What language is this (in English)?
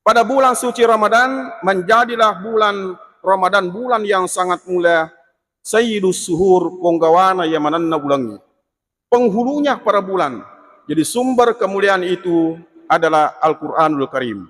Buginese